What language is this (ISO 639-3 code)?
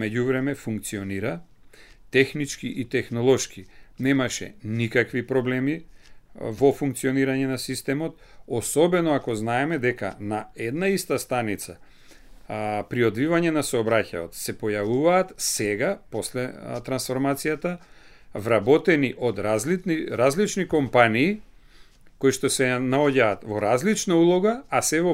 mkd